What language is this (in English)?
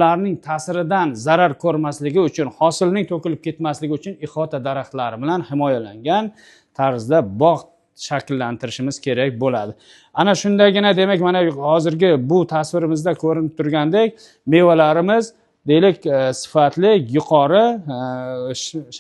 Uzbek